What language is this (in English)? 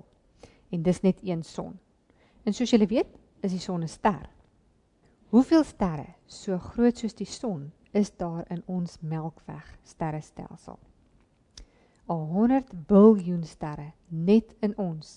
Afrikaans